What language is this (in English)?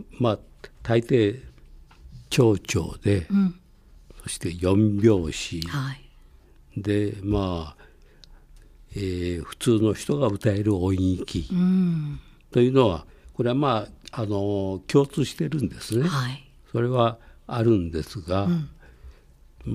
Japanese